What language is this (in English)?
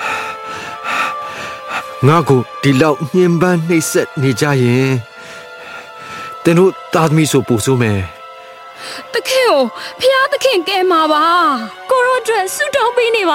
Burmese